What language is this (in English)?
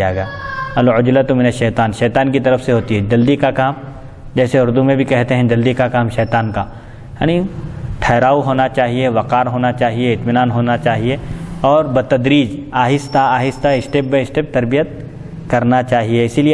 Urdu